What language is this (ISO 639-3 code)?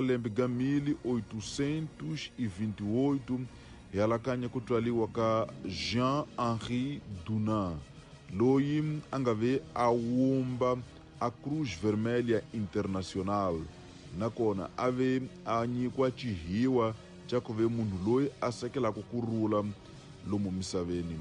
tso